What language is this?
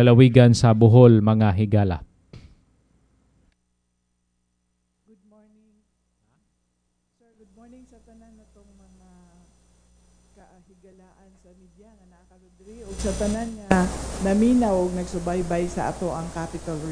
Cebuano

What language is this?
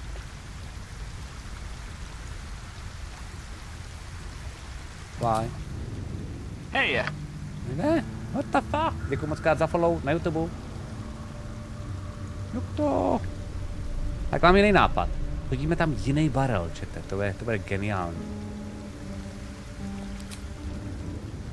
Czech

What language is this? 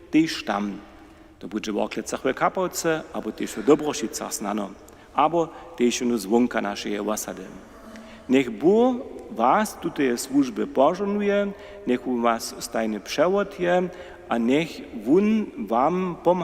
Upper Sorbian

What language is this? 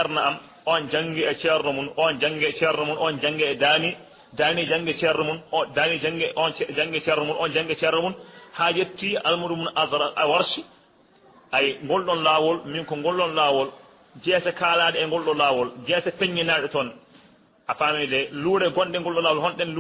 Fula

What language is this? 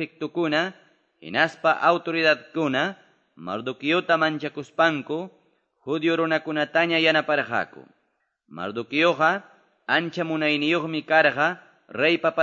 Quechua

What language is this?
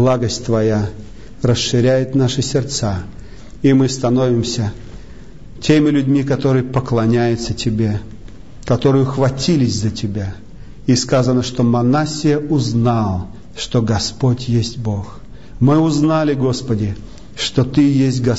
Russian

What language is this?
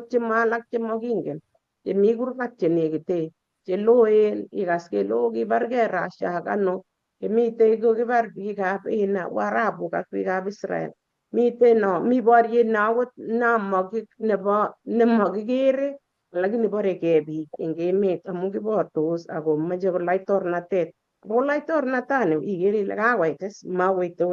Kalenjin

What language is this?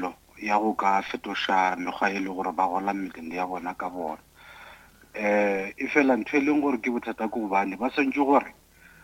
Northern Sotho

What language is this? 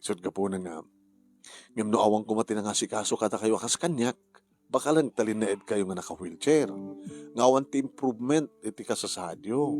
Iloko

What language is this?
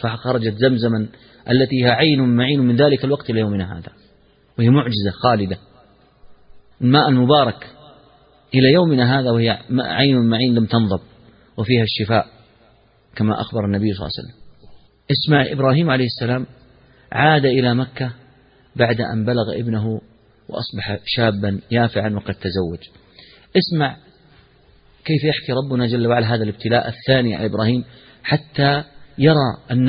Arabic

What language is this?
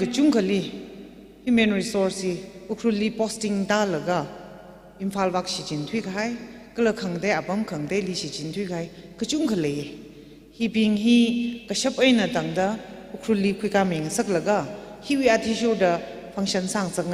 Tangkhul Naga (India)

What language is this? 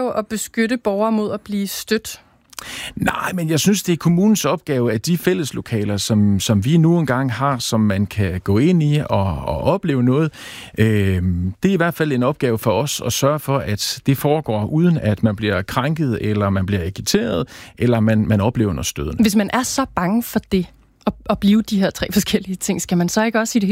Danish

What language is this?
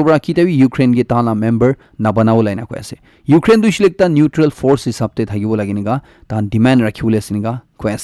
Naga Pidgin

